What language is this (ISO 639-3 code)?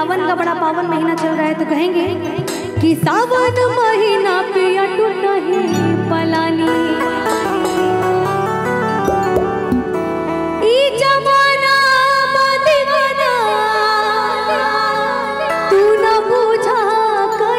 bho